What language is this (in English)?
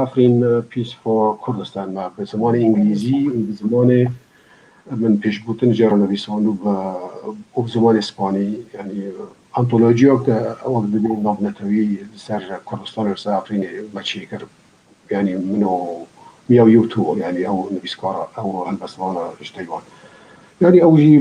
Kurdish